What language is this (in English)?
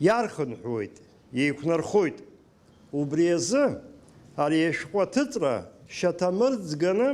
Abkhazian